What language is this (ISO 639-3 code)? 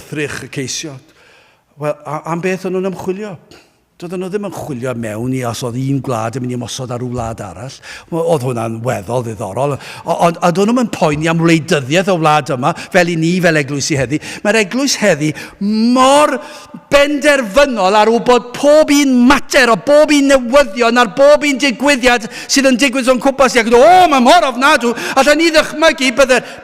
cym